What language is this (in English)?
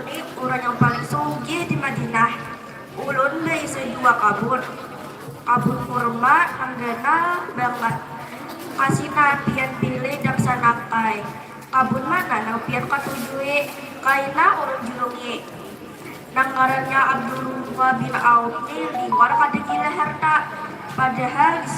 Banjar